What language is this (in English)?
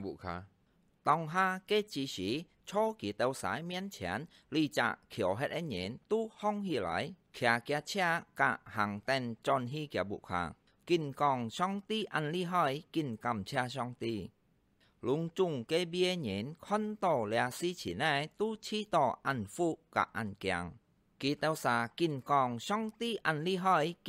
Hakka Chinese